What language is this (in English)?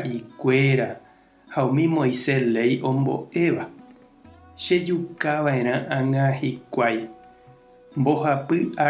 Guarani